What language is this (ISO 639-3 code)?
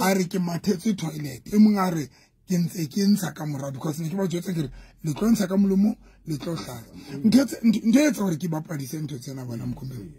sot